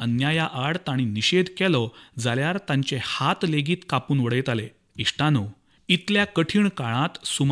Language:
Konkani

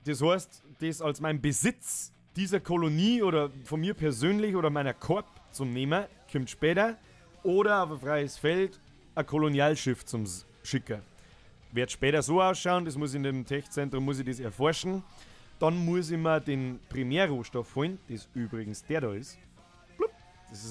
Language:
Bavarian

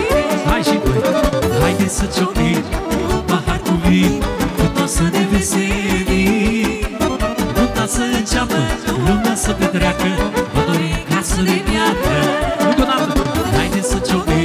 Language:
Romanian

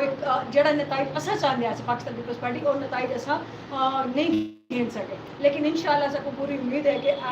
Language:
Saraiki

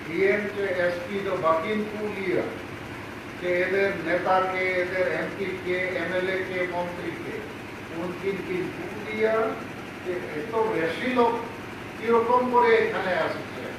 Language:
Santali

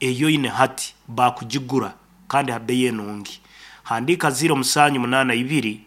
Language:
Nyankole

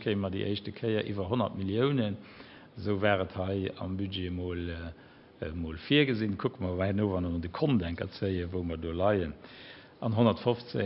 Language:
Luxembourgish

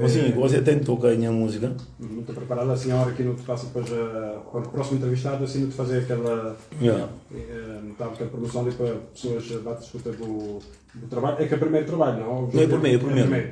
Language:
Kabuverdianu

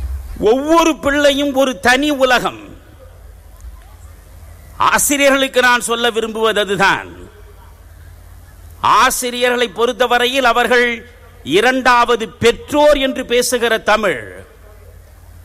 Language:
Tamil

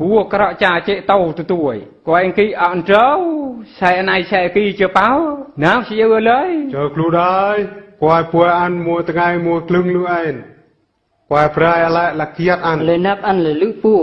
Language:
Eastern Bru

